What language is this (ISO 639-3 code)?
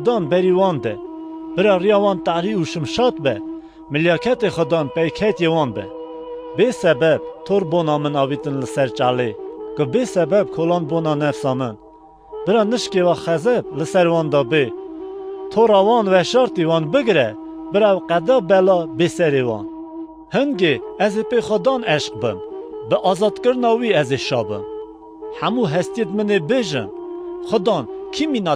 kur